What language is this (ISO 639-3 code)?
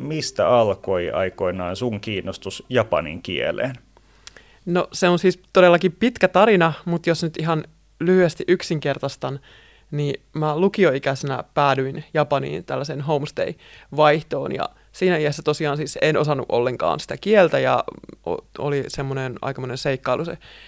fin